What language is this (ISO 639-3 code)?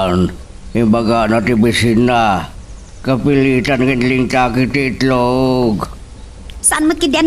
ilo